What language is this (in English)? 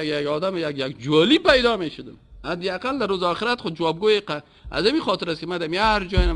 Persian